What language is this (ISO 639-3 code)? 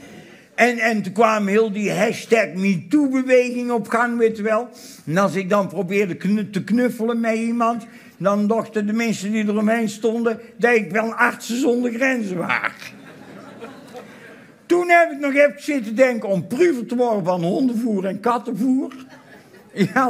nld